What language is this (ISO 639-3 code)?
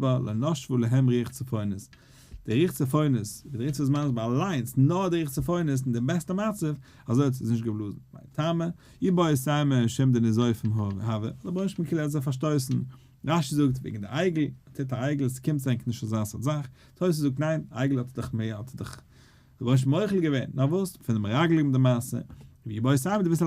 yid